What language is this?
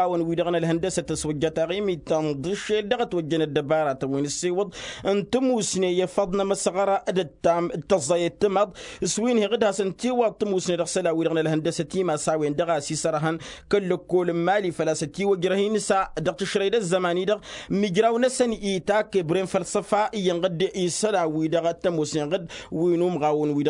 Tamasheq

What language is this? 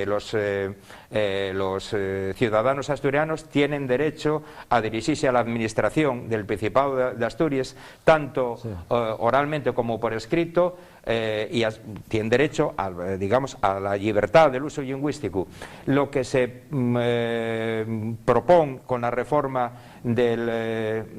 Asturian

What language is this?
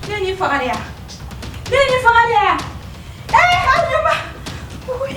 Bambara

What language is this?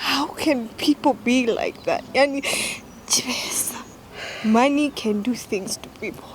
Gusii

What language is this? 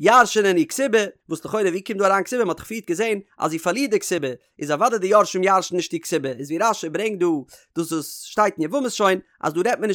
Yiddish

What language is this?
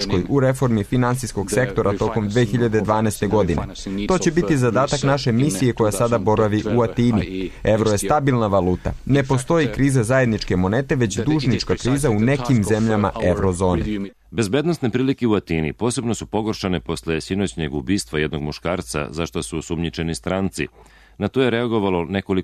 Serbian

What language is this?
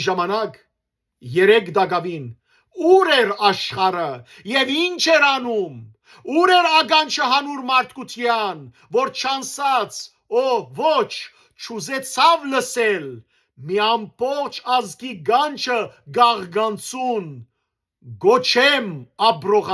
Western Armenian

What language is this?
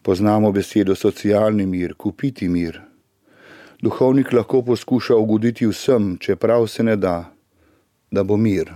Slovenian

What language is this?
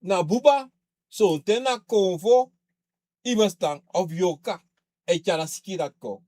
Sranan Tongo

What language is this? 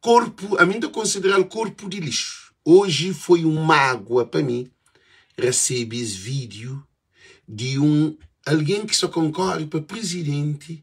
Kabuverdianu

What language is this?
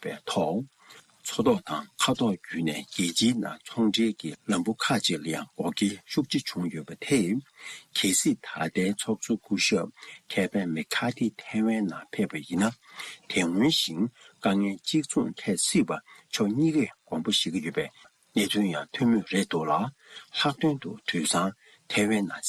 Tibetan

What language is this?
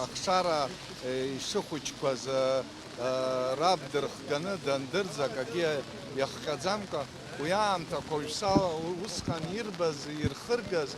Abkhazian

